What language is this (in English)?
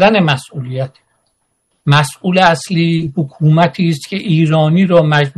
Persian